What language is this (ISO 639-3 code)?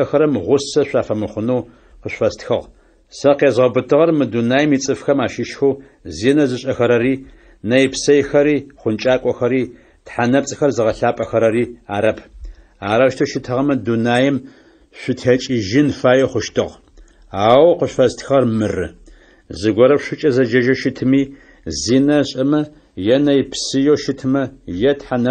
ady